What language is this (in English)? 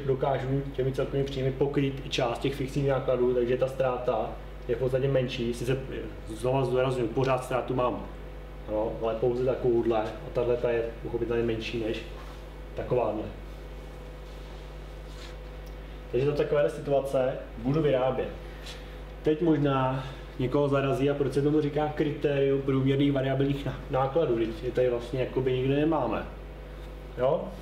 Czech